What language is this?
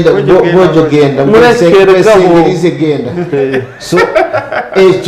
Nyankole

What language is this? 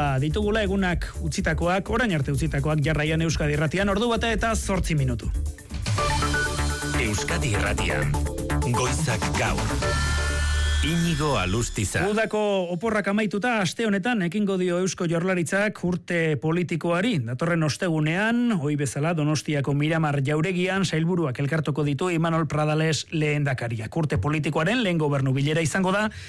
Basque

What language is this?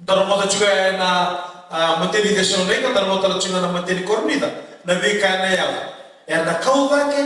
Fijian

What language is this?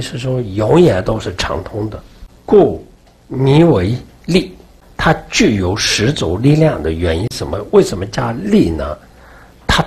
Chinese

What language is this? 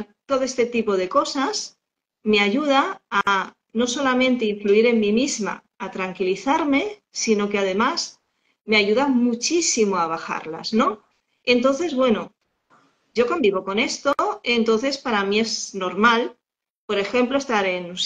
Spanish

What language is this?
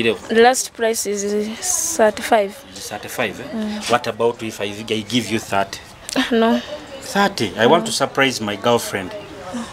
Nyoro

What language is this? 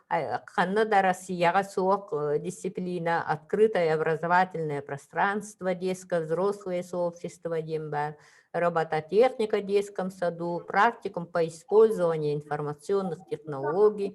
Yakut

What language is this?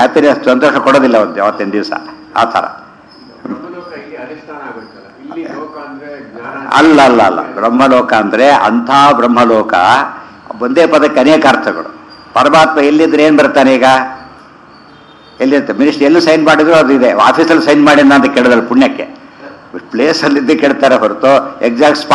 Kannada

